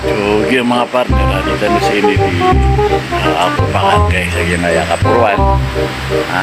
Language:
Maranao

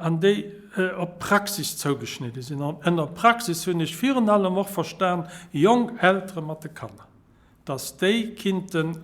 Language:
Luxembourgish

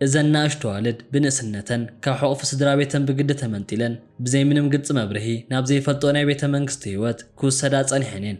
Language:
Tigrinya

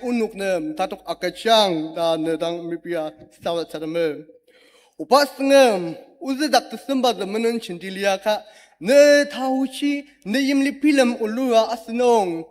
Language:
Ao Naga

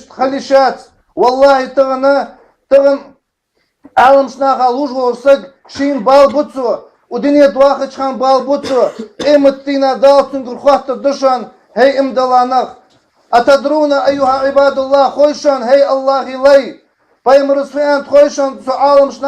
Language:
Ingush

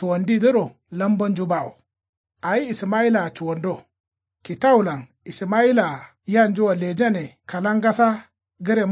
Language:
Kanuri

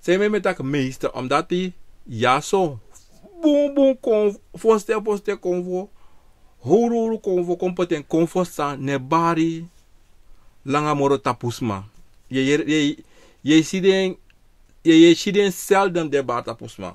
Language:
Sranan Tongo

